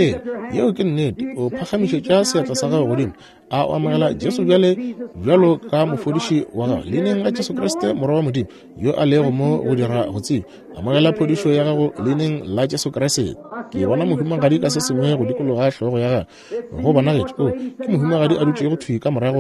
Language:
Northern Sotho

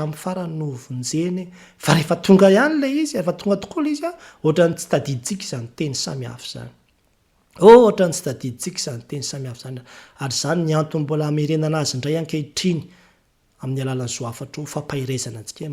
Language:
Malagasy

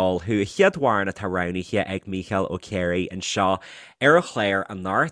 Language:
Irish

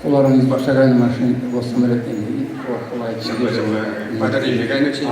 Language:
Chuvash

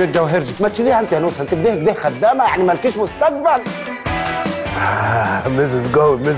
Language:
Egyptian Arabic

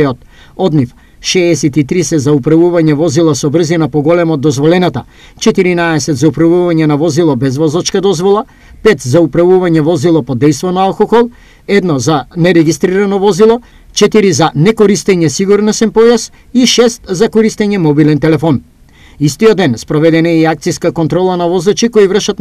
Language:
Macedonian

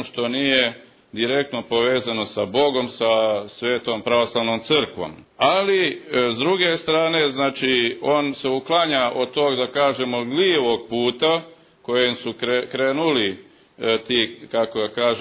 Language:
Serbian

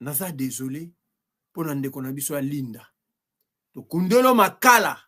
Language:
Lingala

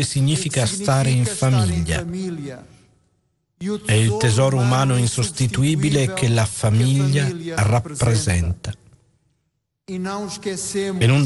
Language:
Italian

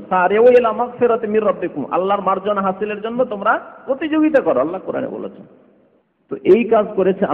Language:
Bangla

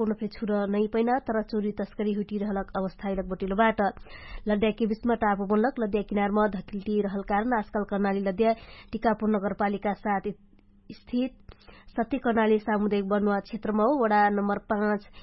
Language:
Dangaura Tharu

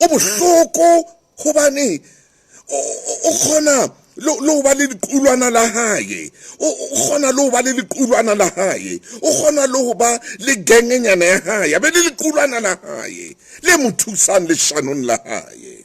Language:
Southern Sotho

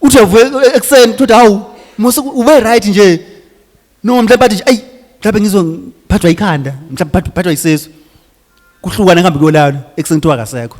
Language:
Zulu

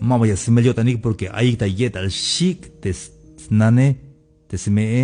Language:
Tzeltal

